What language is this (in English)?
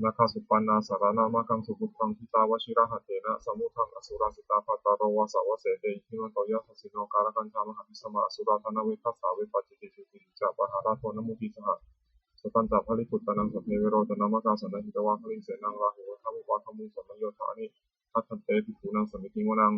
Pali